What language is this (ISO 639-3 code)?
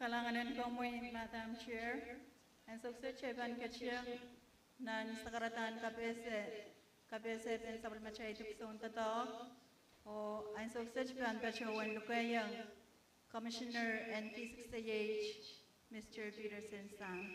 pon